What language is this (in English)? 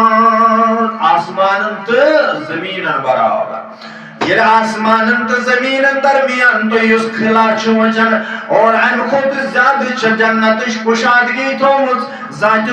Kashmiri